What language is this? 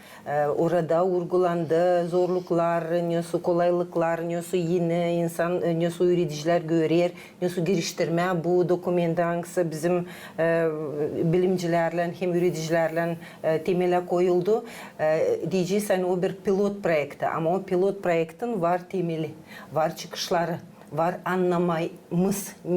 Gagauz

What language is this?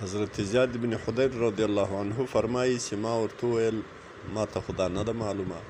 Pashto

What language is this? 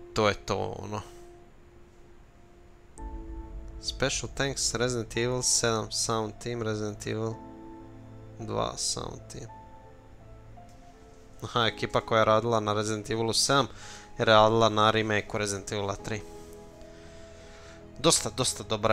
Croatian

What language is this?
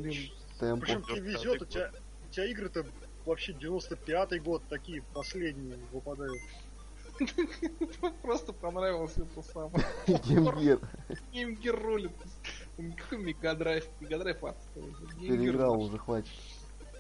Russian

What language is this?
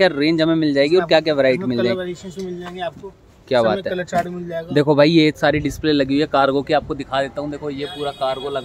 Hindi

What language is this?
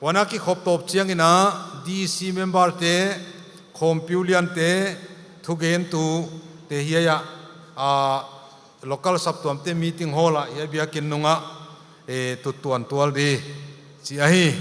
Paite Chin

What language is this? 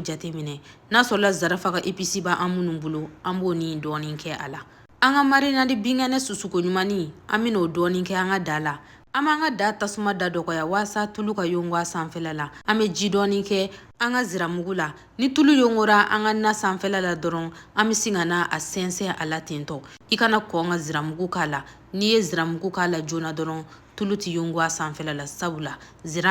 Bambara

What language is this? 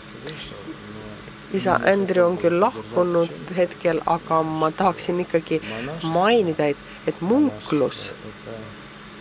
Estonian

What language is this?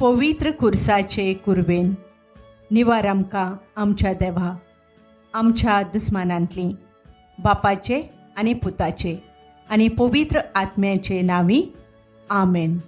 Konkani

